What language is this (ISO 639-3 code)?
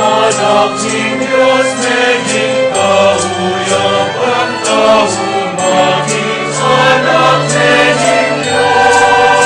pam